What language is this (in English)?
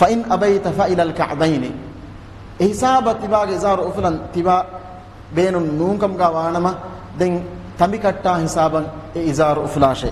Divehi